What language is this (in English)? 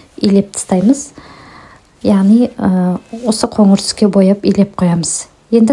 Kazakh